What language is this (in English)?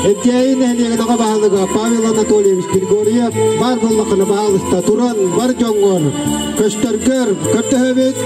Yakut